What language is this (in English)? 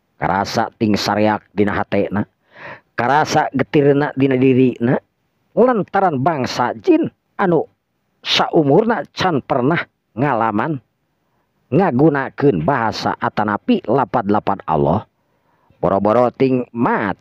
Sundanese